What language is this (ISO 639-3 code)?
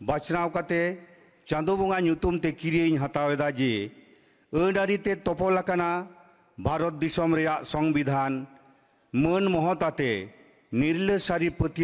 sat